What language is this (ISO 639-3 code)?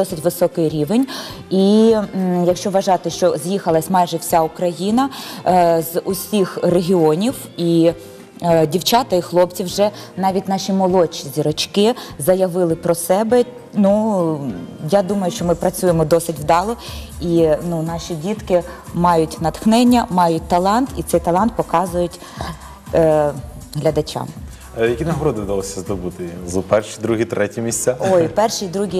ukr